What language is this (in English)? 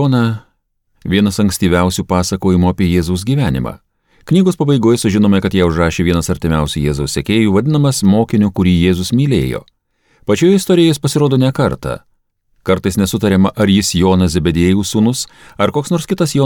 Lithuanian